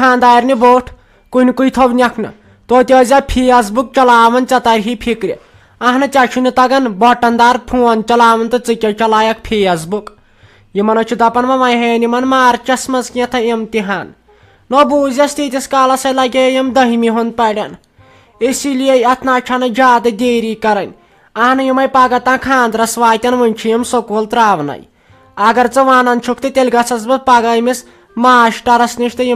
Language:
Kashmiri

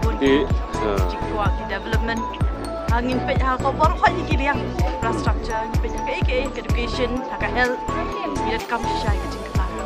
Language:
Khasi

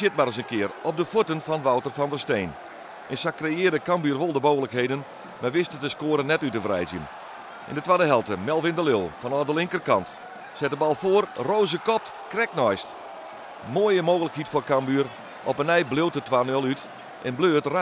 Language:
Western Frisian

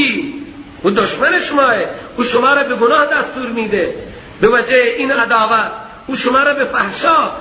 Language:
Persian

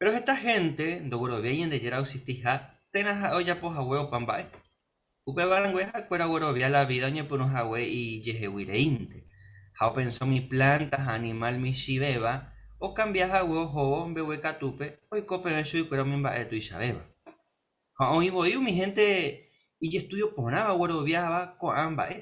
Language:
Guarani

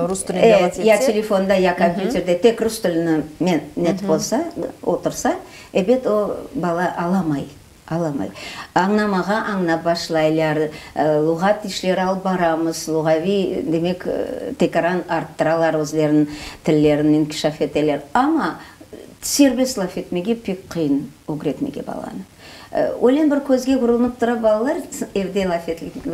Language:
Crimean Tatar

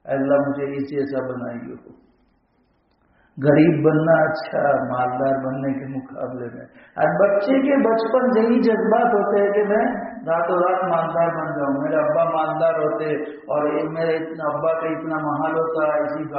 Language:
Urdu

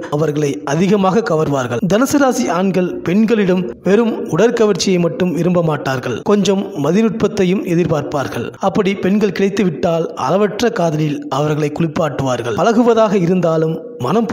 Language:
Tamil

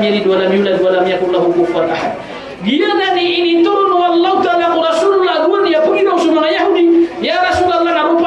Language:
Maranao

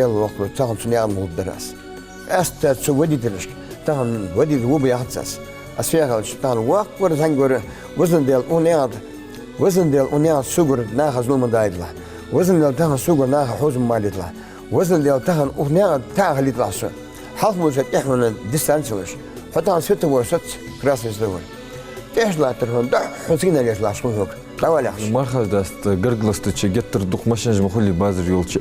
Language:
Ingush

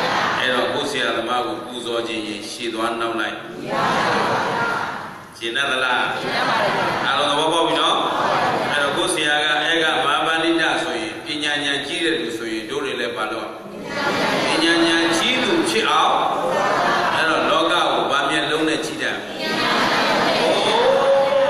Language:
Burmese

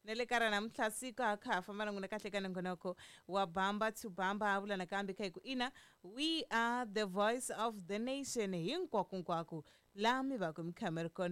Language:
Tsonga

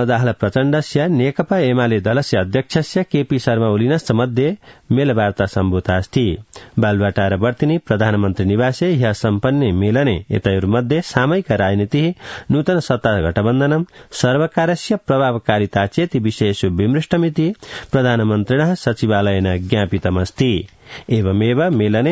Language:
Sanskrit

